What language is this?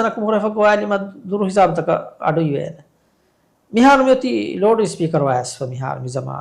Divehi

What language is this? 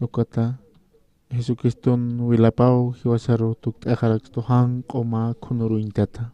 Aymara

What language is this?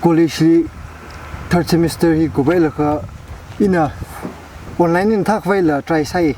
Tangkhul Naga (India)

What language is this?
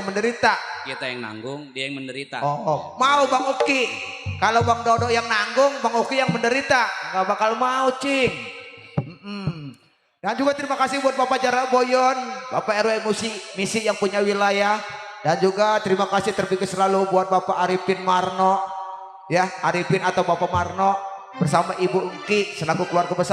Betawi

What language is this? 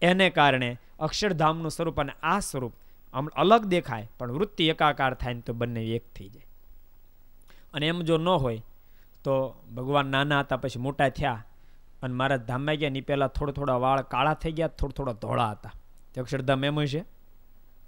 Gujarati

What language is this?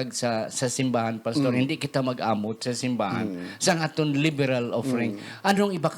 Hiligaynon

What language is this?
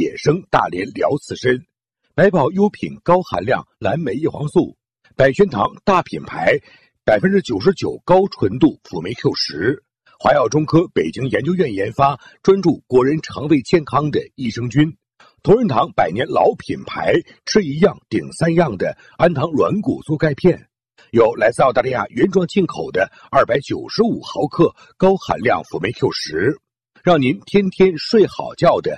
Chinese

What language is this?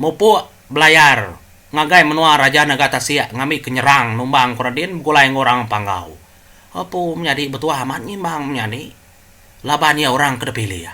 Iban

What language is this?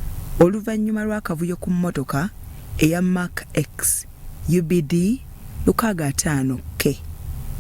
Ganda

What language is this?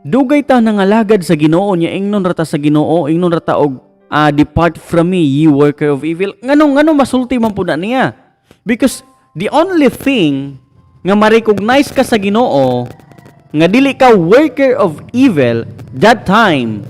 Cebuano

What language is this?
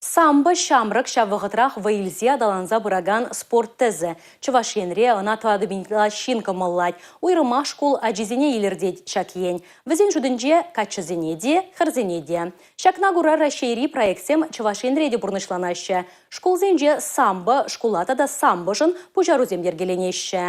Chuvash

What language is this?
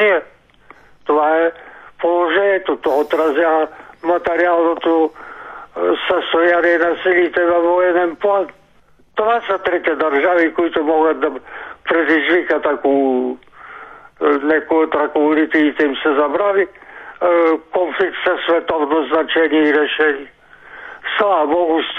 Bulgarian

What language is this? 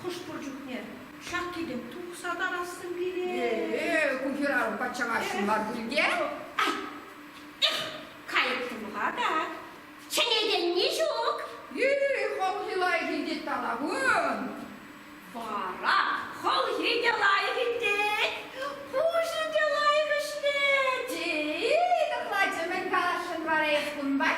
Chuvash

